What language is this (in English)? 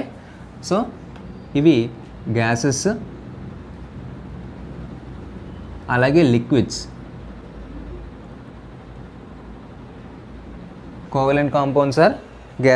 Telugu